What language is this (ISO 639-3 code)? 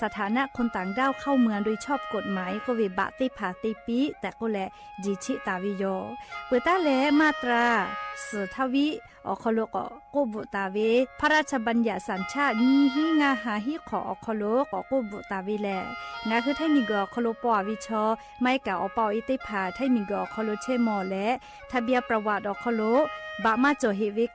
lhu